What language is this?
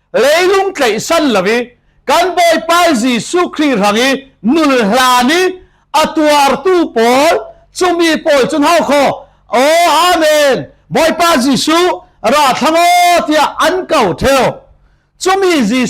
Falam Chin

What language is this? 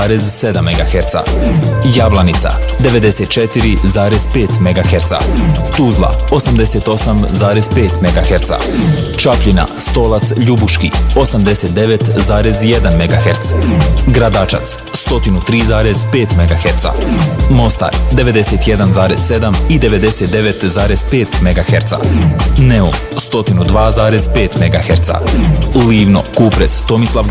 Bosnian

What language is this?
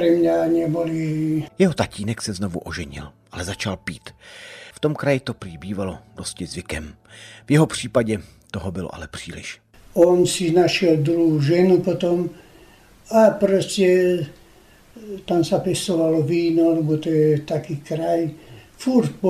Czech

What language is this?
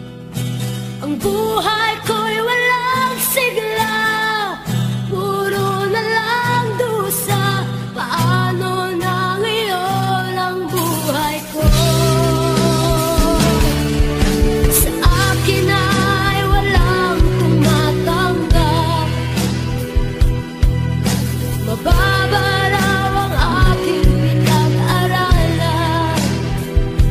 Filipino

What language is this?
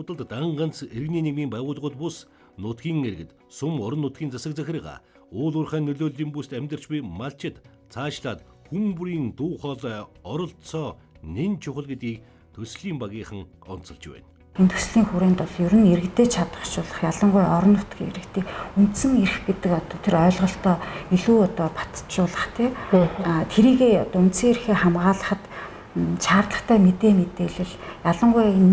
Mongolian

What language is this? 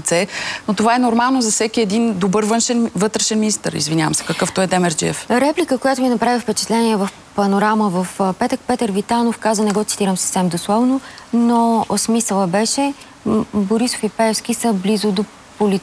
Bulgarian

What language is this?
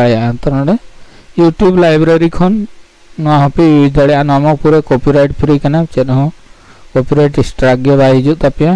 Santali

